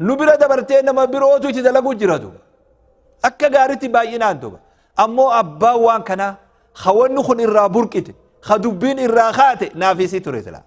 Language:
Oromo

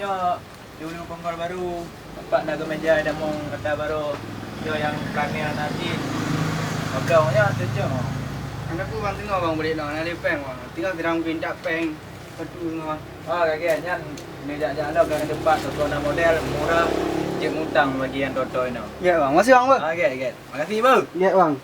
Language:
Achinese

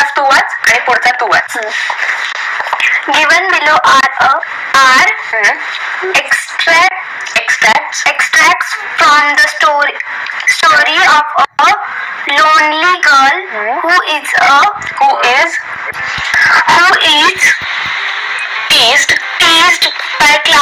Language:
Marathi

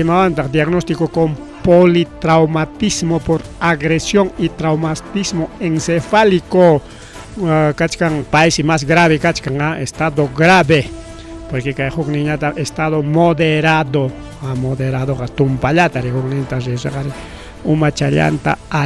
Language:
Ayacucho Quechua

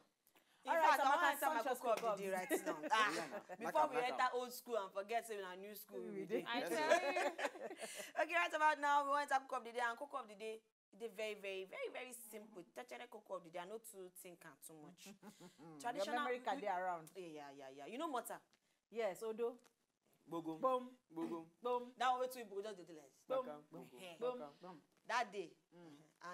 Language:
Nigerian Pidgin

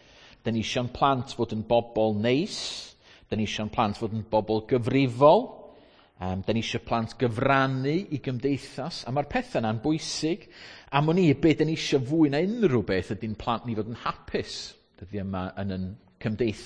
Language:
Welsh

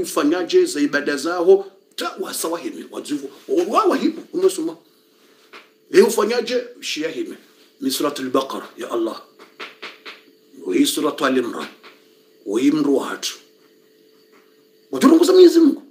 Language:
Swahili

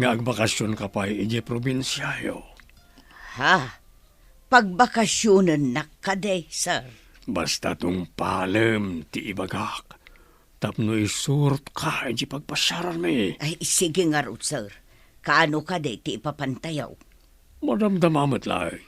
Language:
Iloko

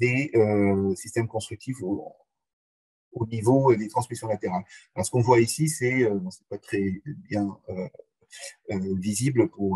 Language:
French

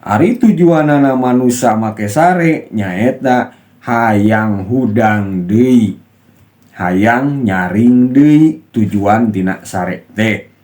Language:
Sundanese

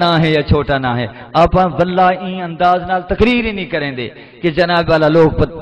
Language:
Saraiki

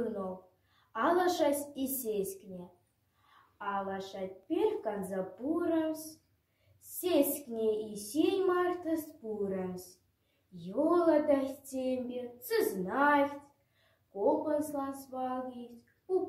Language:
Moksha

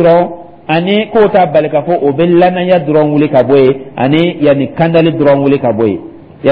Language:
Dyula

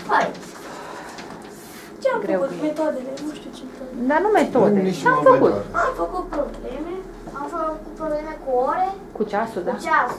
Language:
Romanian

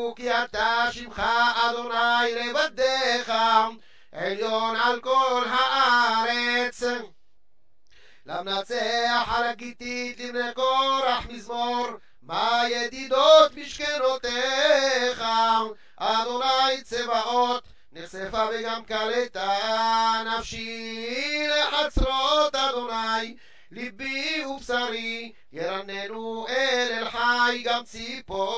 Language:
Hebrew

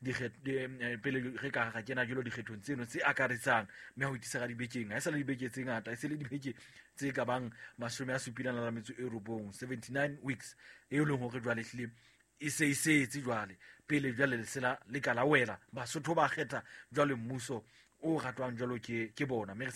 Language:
Southern Sotho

